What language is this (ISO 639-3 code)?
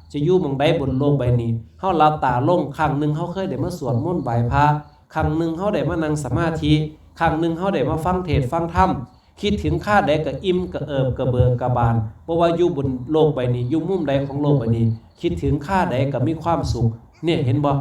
lao